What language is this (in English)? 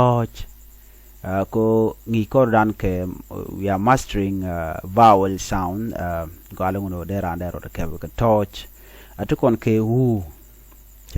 Nuer